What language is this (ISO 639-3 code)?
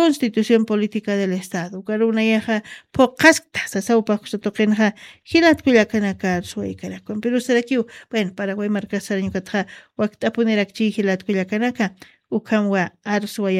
aym